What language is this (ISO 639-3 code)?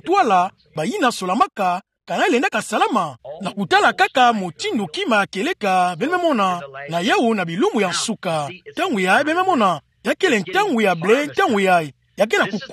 ktu